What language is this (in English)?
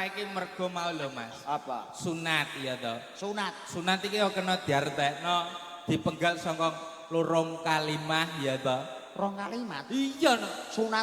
Javanese